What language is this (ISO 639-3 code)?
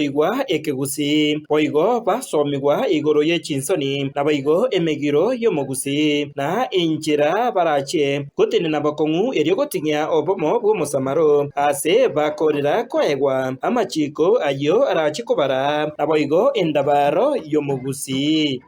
guz